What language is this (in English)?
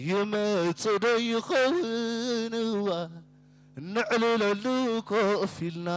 Tigre